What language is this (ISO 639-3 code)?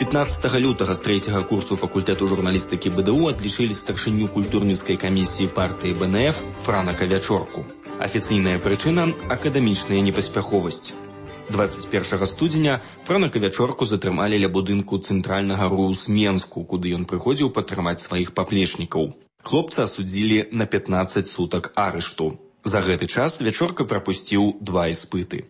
bel